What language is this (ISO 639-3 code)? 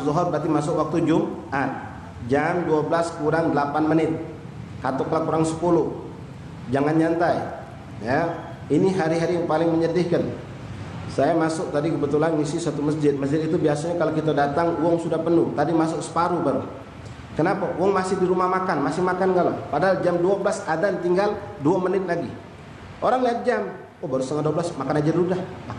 mui